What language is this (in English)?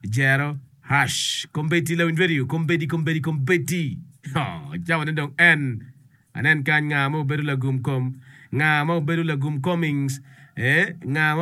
Acoli